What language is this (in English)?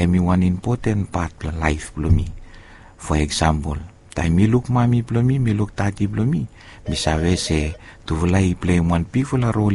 Bislama